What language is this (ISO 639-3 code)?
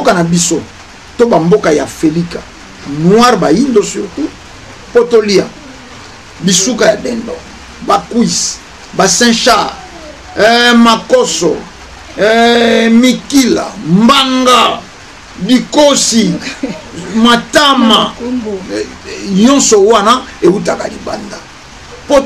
lin